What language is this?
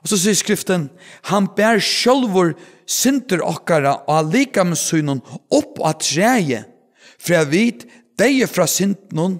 Faroese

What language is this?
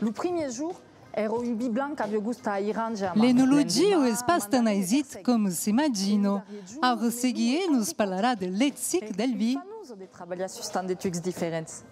Occitan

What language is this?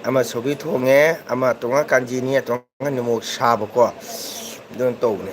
Manipuri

